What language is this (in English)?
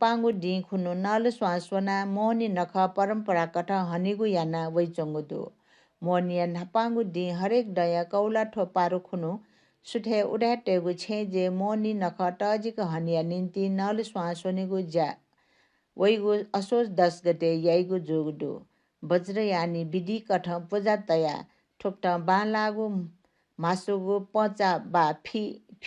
Newari